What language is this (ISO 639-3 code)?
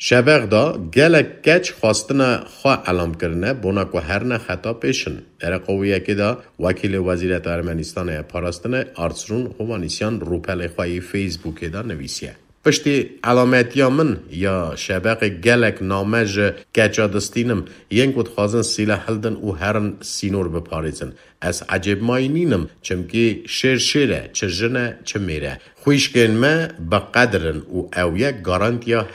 kur